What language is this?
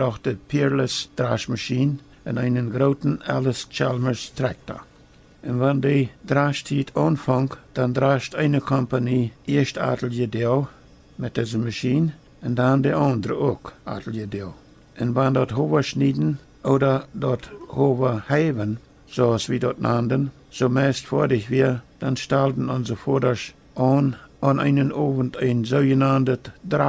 Plautdietsch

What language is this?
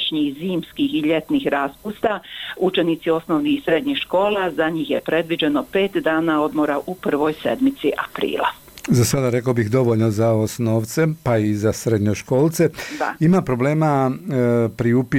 Bosnian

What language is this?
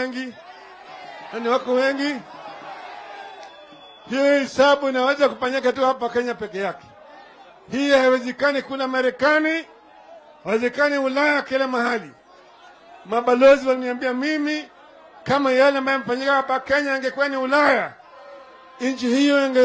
Swahili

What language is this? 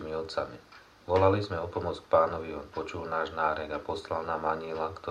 Slovak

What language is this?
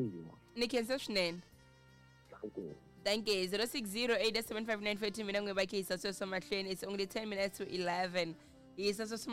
Tsonga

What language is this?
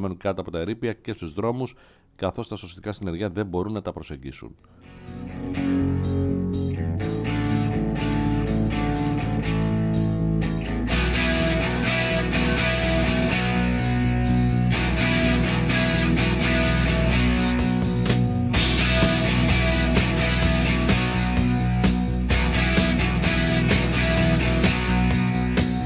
Greek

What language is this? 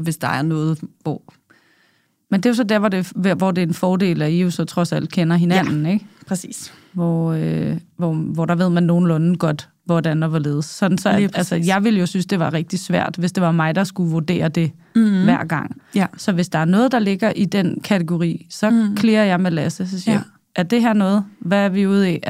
Danish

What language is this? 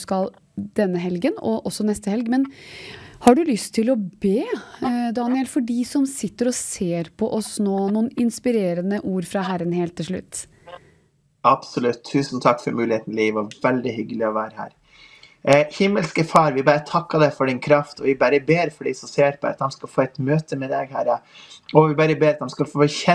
Norwegian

